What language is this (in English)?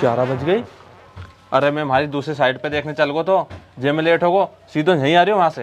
Rajasthani